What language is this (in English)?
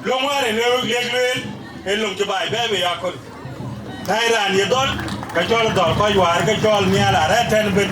Dinka